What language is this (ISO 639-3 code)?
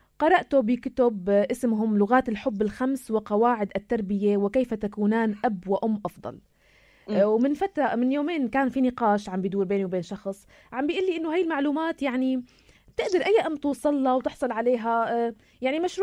apc